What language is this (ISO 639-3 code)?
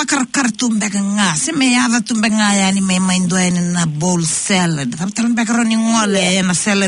fij